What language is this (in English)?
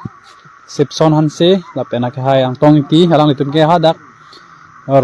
Karbi